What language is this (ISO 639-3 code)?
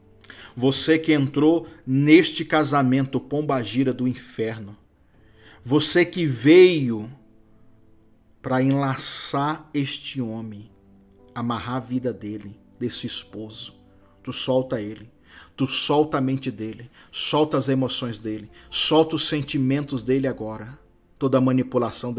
por